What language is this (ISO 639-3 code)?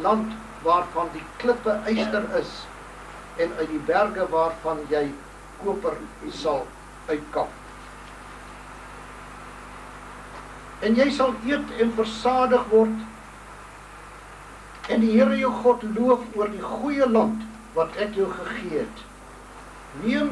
afr